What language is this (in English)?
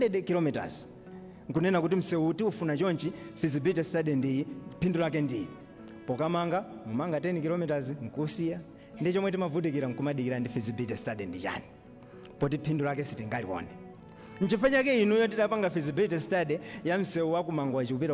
Nyanja